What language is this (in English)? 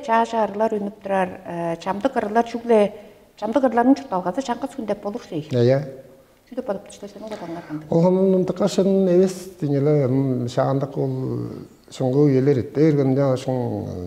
Tuvinian